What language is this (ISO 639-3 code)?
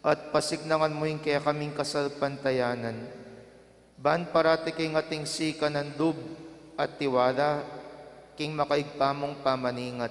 pam